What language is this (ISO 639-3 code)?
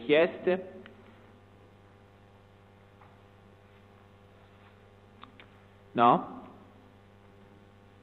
ita